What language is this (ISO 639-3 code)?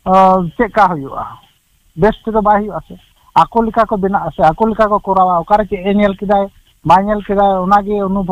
sat